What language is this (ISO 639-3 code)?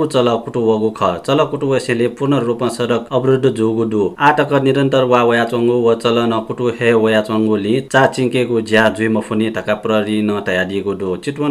new